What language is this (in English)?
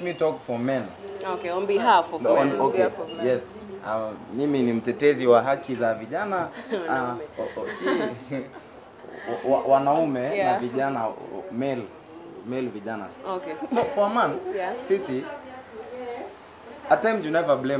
Swahili